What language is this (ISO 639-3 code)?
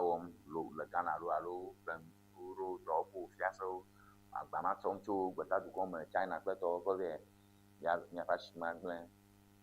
ewe